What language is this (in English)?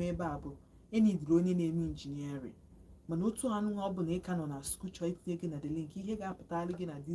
Igbo